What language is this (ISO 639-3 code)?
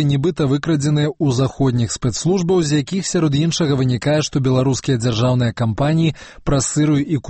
bel